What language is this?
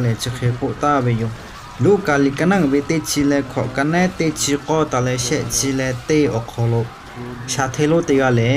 Lahu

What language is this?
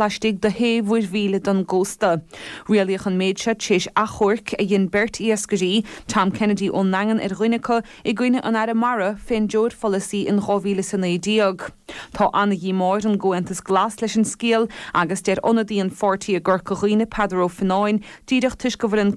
Irish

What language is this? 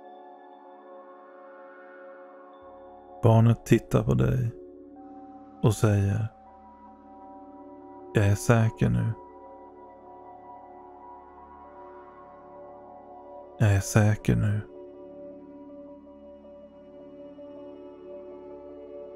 Swedish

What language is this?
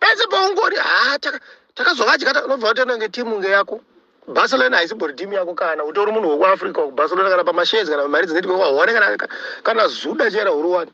Shona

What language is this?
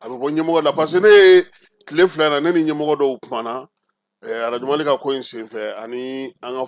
Bambara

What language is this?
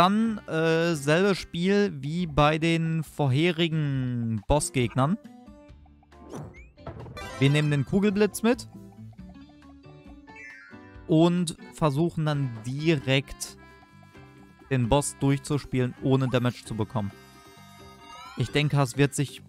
German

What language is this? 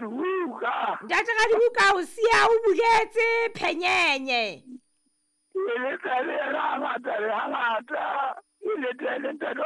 Southern Sotho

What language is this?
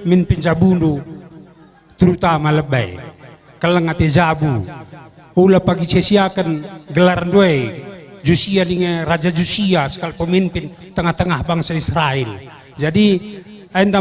Batak Karo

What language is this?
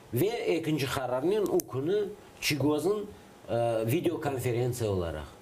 Crimean Tatar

